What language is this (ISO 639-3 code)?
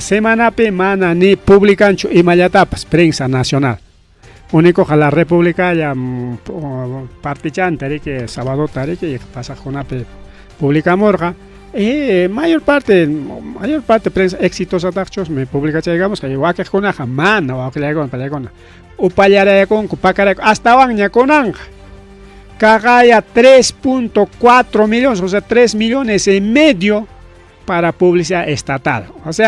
quy